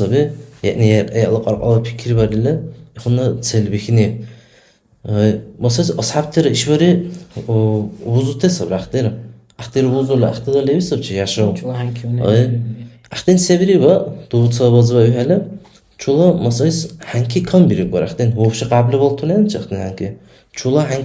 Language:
Dargwa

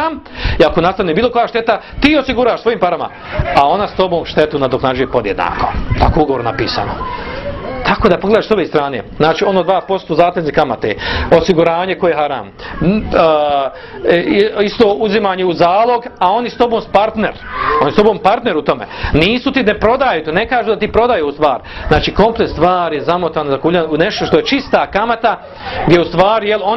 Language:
Bosnian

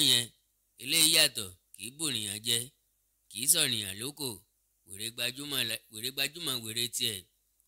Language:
Yoruba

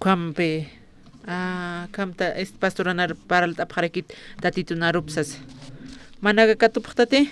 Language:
Aymara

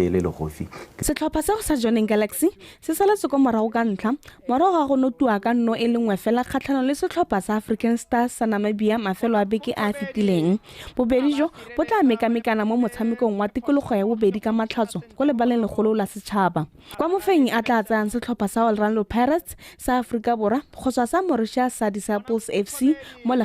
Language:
Tswana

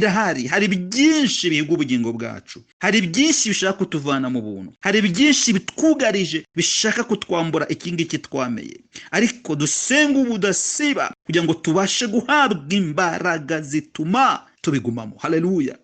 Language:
Kinyarwanda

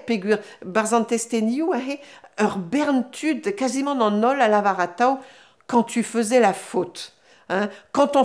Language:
Breton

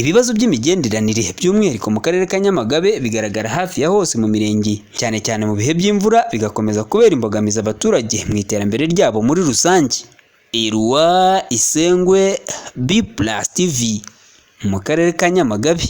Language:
Kinyarwanda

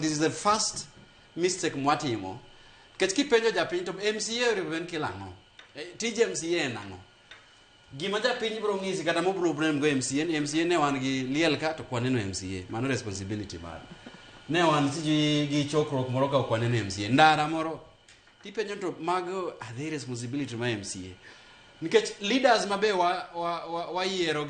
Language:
Luo (Kenya and Tanzania)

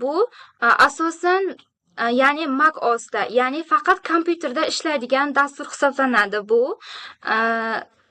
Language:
Uzbek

